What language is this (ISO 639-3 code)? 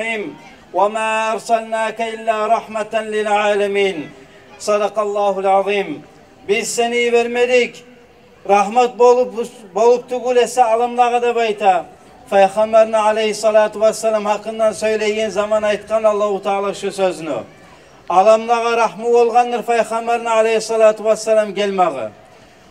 kum